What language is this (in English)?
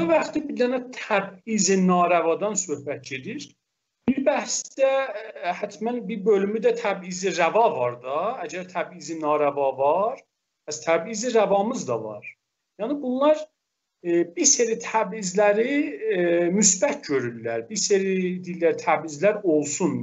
South Azerbaijani